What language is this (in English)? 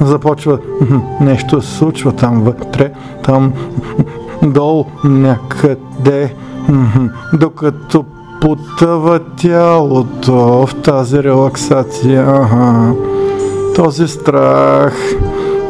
Bulgarian